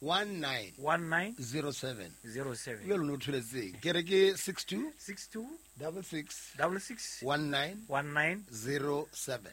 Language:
Southern Sotho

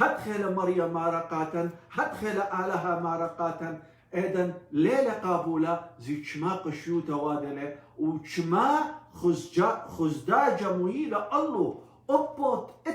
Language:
Assyrian Neo-Aramaic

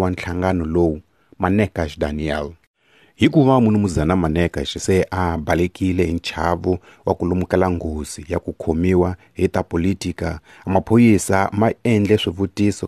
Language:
Tsonga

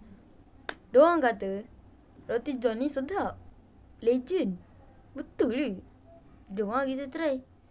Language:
Malay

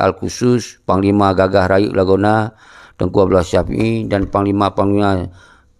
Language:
Achinese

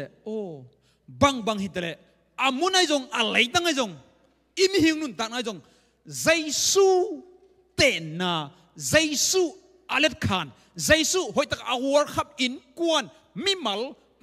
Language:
Tedim Chin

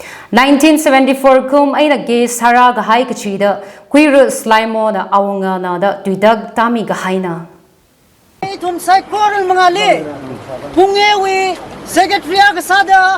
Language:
Tangkhul Naga (India)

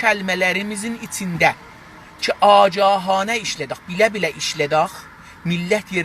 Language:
South Azerbaijani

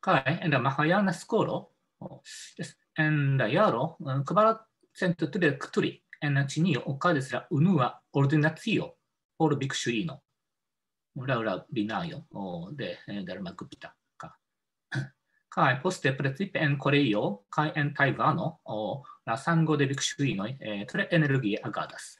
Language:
Esperanto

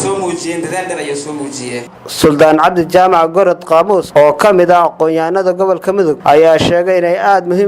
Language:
Somali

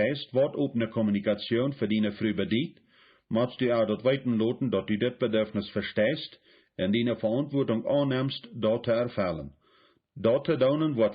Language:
Plautdietsch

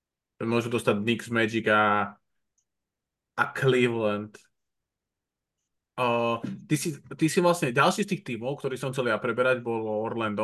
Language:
Slovak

